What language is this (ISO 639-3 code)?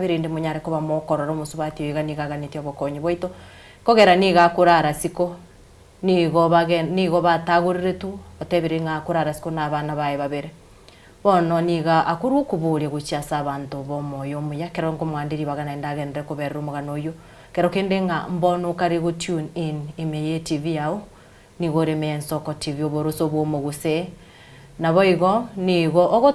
guz